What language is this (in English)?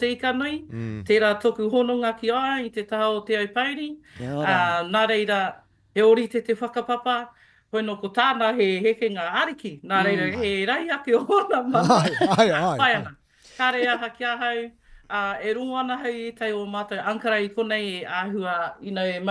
Māori